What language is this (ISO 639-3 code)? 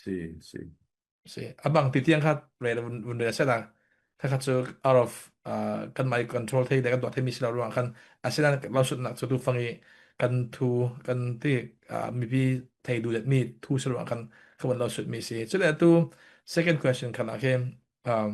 cfm